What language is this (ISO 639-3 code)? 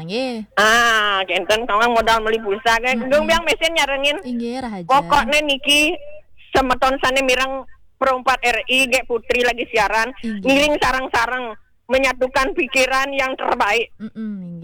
ban